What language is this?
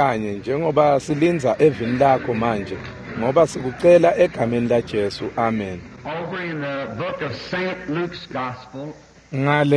Swati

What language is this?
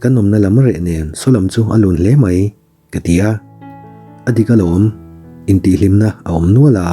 Mizo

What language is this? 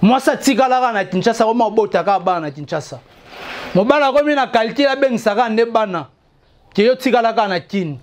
Lingala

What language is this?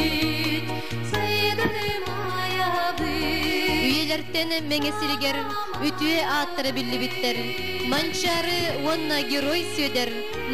Yakut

